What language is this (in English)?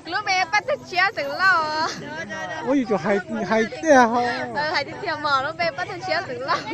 Hmong